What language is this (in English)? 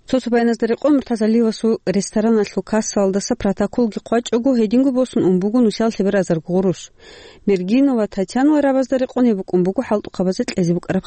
Avaric